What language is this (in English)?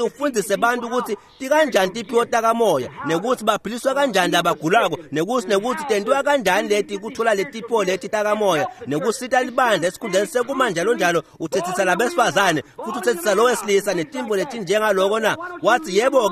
Swati